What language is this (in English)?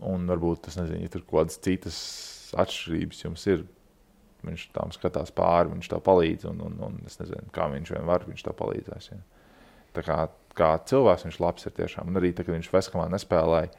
Latvian